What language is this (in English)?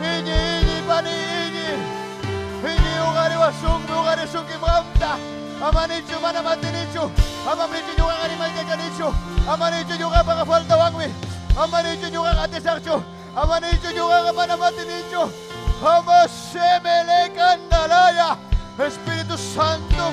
Ayacucho Quechua